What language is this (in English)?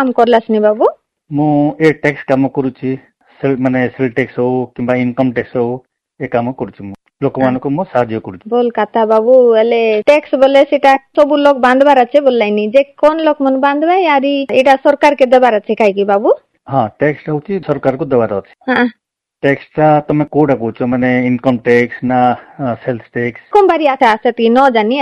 Odia